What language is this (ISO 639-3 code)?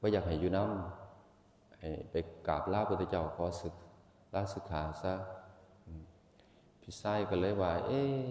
tts